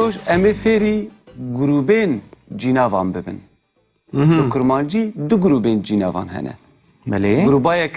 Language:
Kurdish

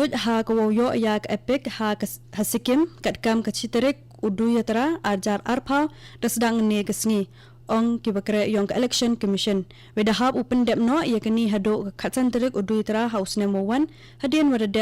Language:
Khasi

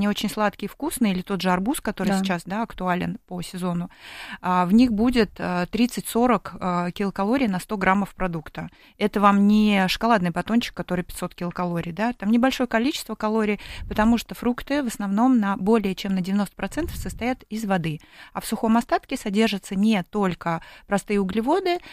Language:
Russian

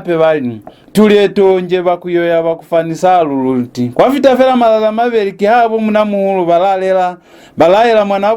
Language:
Lozi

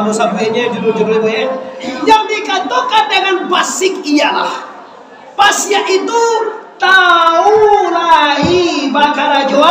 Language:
Minangkabau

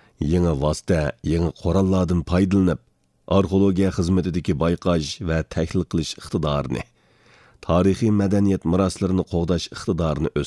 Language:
Uyghur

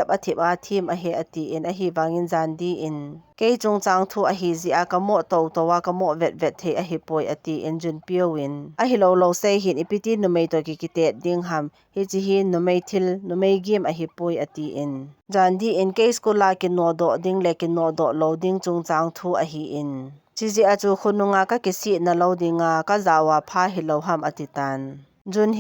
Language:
Thado Chin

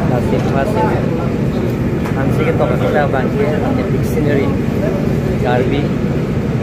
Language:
Karbi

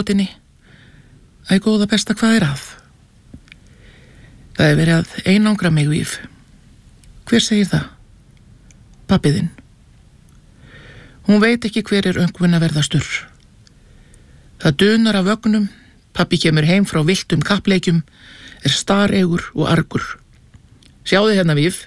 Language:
Icelandic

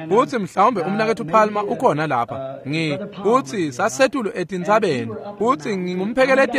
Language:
Swati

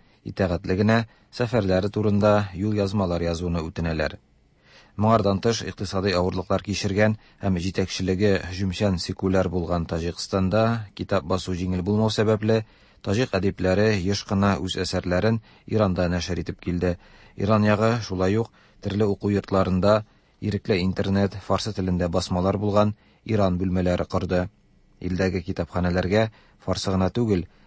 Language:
Tatar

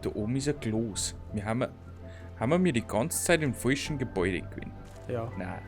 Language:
Bavarian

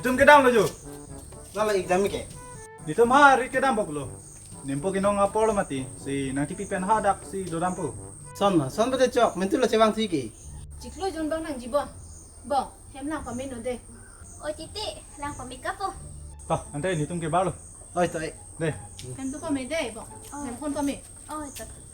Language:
Karbi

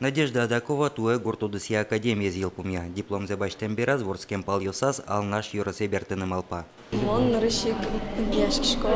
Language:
Udmurt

